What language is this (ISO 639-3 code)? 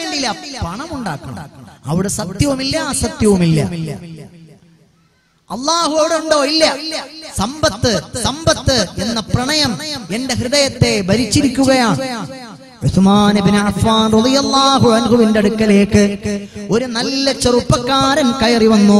mal